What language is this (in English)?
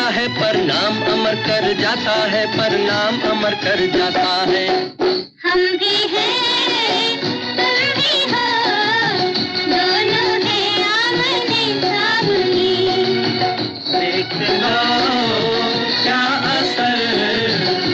Hindi